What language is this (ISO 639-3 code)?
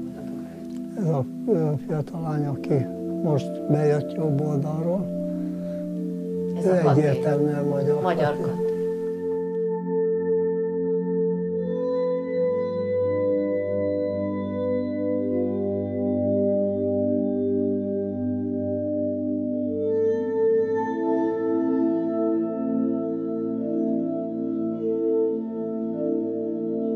hun